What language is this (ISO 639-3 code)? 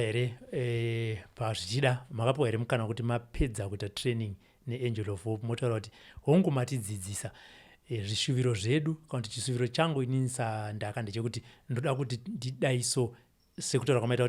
sna